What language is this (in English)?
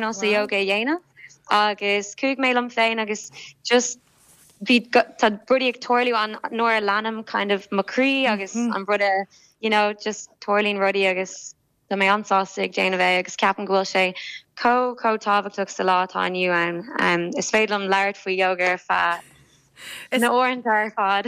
Irish